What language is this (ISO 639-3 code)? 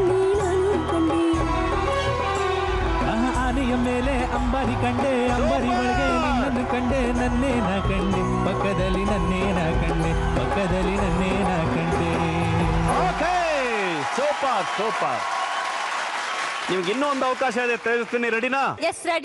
kan